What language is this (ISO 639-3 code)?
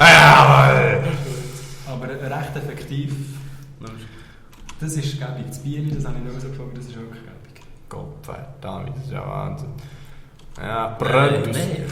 gsw